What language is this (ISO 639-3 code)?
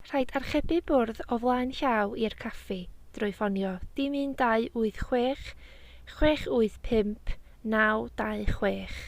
cym